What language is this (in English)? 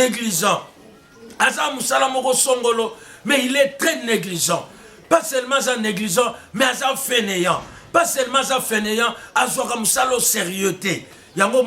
Lingala